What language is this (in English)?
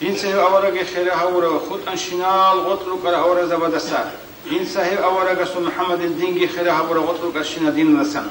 Avaric